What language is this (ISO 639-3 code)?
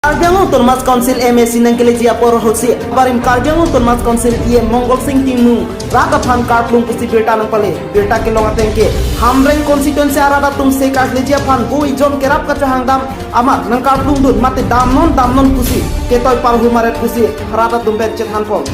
mjw